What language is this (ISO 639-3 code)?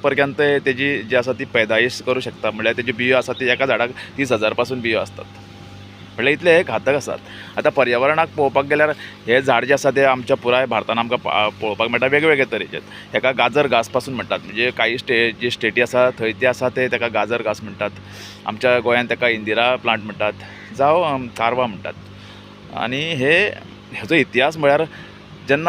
kok